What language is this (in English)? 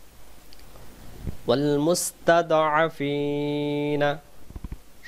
Bangla